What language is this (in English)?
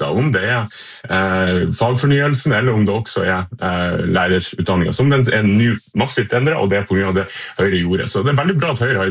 Norwegian